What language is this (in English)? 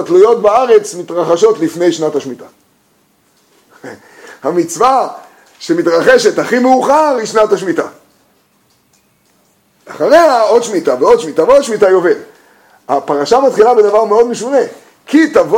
Hebrew